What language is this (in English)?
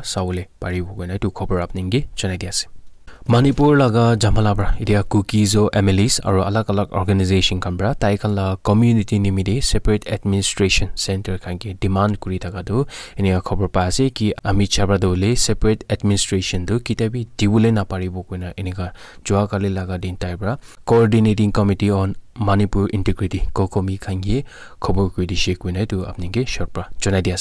Naga Pidgin